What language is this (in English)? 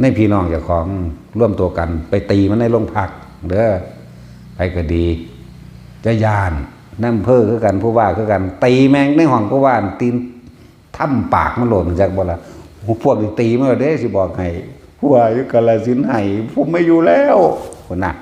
Northeastern Thai